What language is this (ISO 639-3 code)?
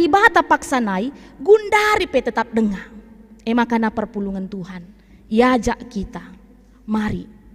btx